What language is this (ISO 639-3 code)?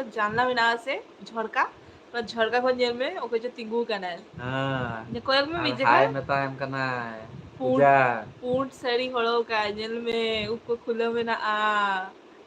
sat